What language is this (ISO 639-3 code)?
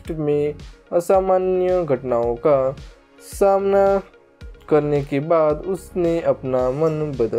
hin